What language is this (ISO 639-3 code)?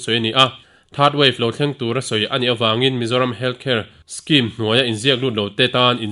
lus